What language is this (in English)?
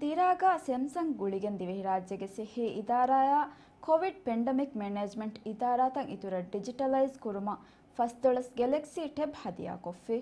Divehi